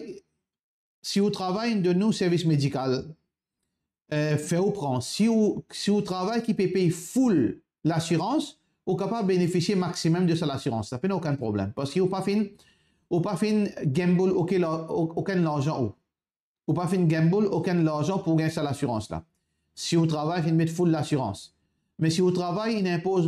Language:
Morisyen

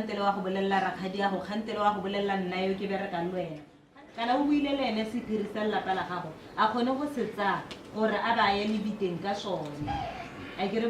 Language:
Tswana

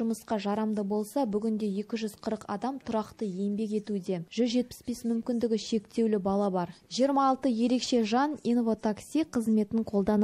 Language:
Kazakh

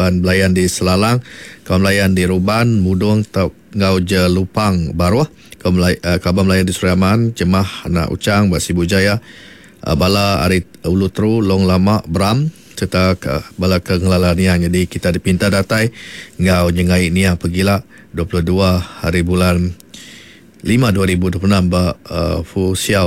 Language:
Iban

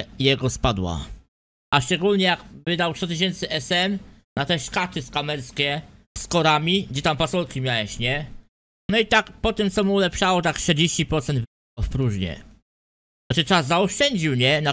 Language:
Polish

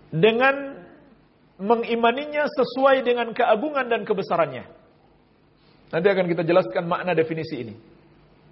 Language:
Indonesian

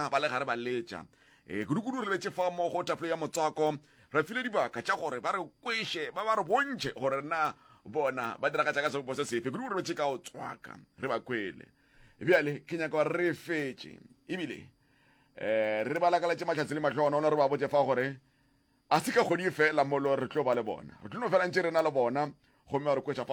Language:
Northern Sotho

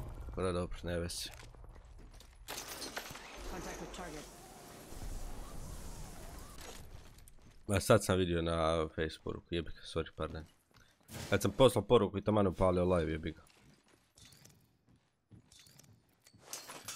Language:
Croatian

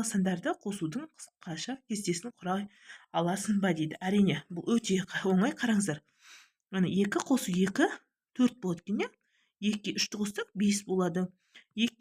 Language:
Kazakh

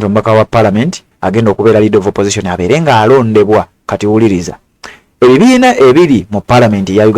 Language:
Ganda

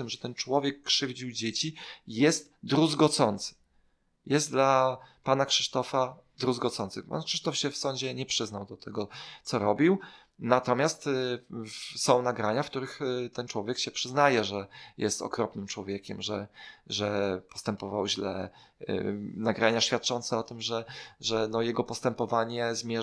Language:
Polish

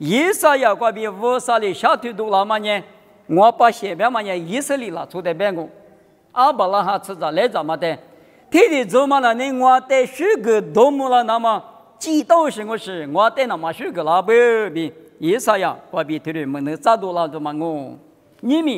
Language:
Lisu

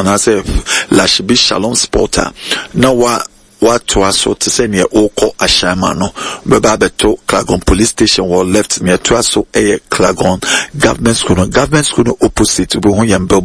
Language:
Akan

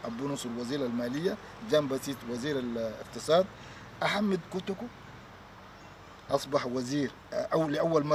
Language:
Arabic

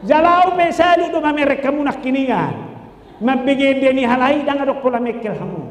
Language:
Batak Toba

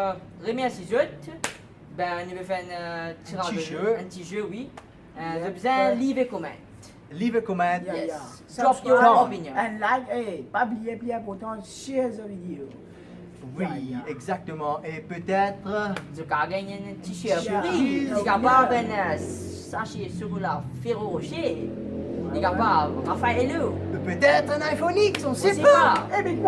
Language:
Morisyen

